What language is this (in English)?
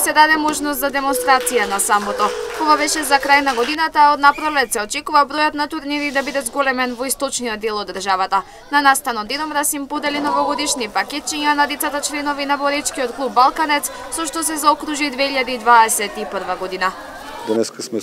Macedonian